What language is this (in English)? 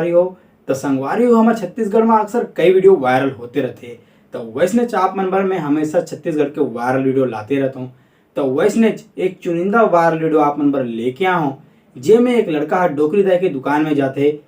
Chhattisgarhi